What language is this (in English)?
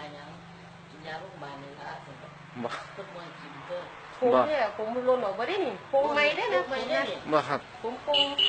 Northeastern Thai